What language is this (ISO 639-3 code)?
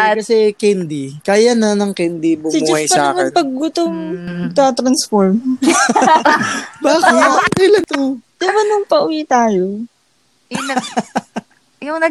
fil